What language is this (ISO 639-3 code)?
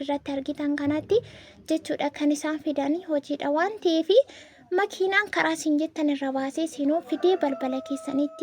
orm